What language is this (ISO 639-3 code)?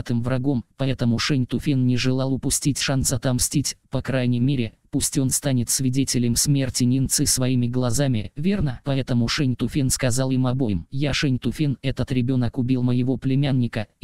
rus